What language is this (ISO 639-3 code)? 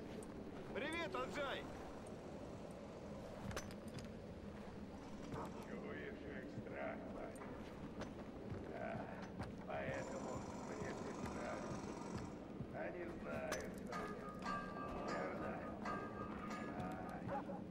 rus